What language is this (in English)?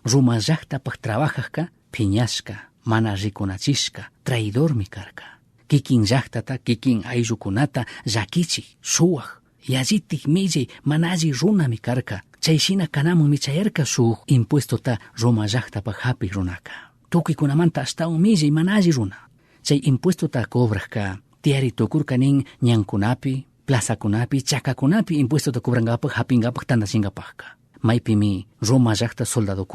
Chimborazo Highland Quichua